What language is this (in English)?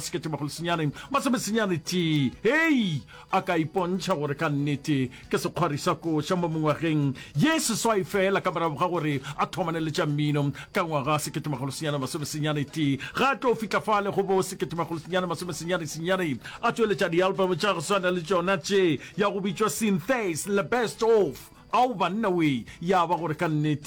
Northern Sotho